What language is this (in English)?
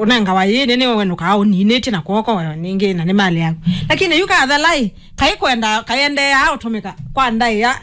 Kamba